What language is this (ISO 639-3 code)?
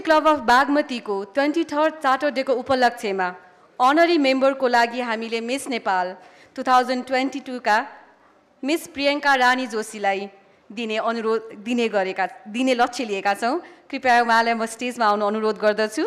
nep